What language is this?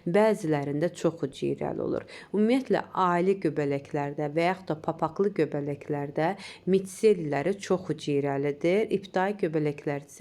Azerbaijani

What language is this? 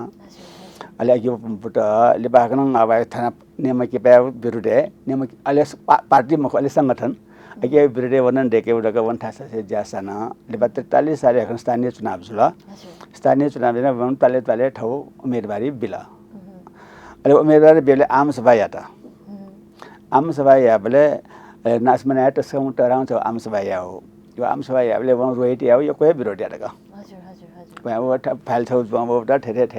Newari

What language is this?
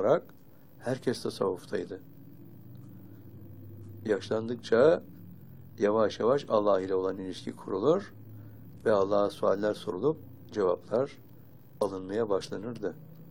Turkish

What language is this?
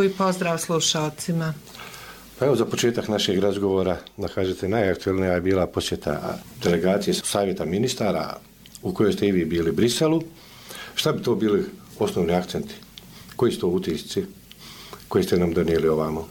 Bosnian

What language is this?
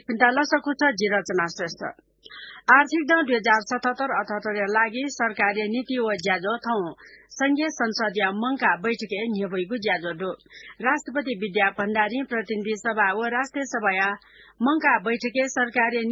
Newari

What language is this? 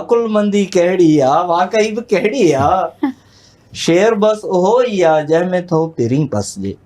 Sindhi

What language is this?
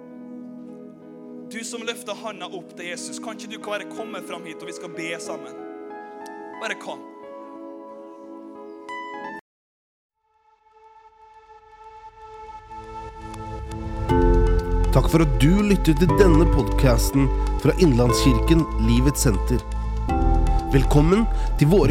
Norwegian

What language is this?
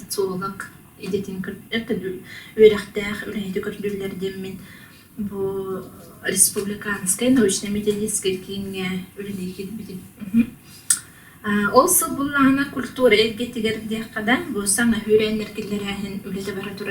Yakut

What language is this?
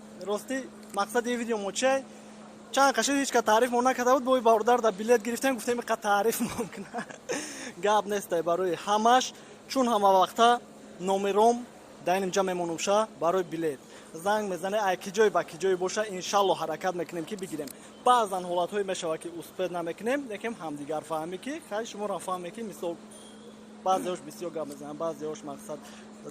Tajik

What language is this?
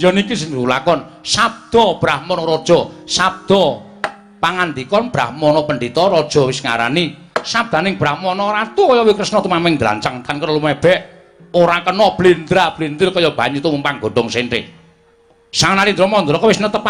Javanese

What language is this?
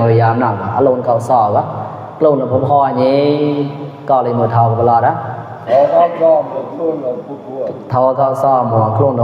Mon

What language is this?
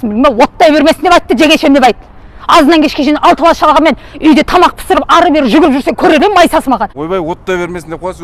Kazakh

